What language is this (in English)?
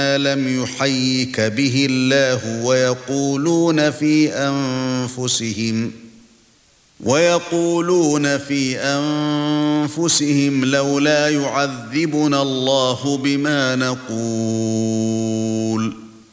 Arabic